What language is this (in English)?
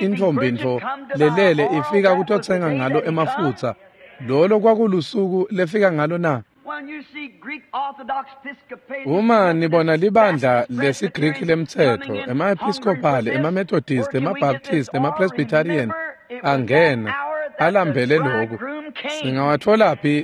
Swati